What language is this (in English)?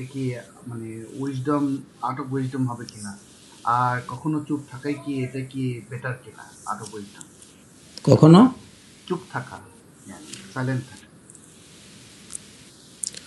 Bangla